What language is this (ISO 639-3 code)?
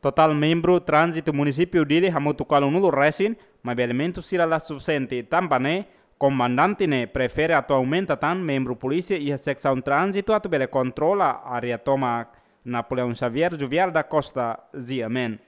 tet